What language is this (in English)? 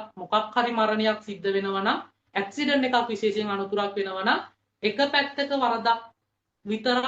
Sinhala